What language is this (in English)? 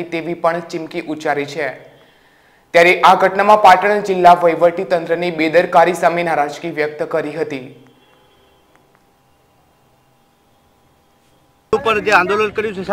Gujarati